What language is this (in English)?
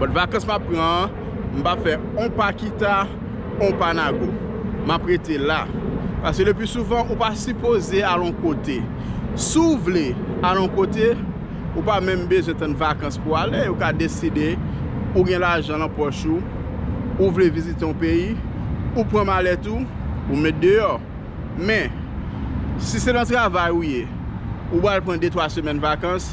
Haitian Creole